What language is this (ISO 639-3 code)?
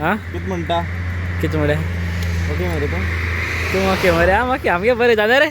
kok